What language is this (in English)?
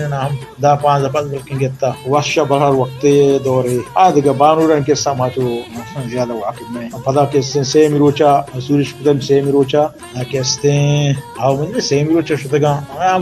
Baluchi